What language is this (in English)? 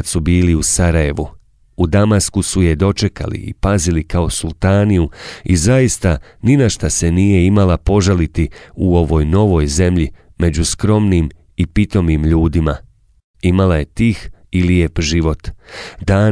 Bosnian